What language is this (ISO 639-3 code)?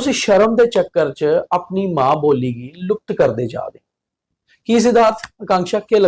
doi